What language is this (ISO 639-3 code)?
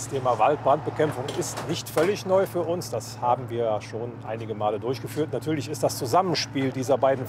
deu